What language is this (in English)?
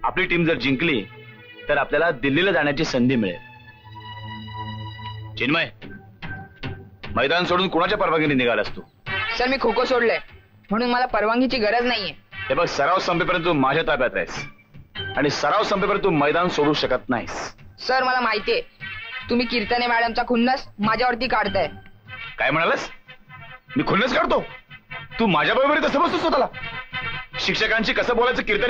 Marathi